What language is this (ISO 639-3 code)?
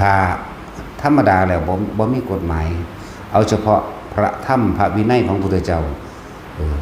lao